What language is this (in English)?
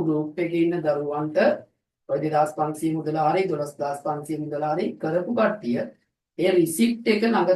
Sinhala